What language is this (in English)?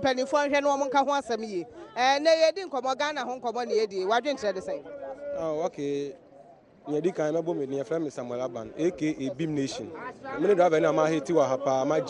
Akan